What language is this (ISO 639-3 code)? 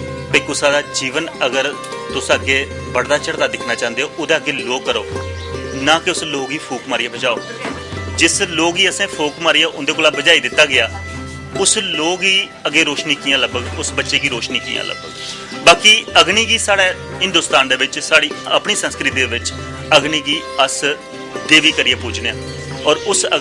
doi